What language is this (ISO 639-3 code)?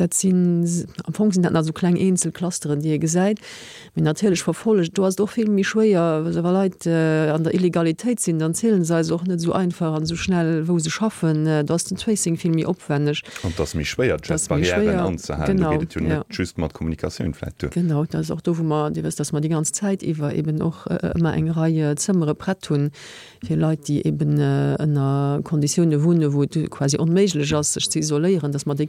ltz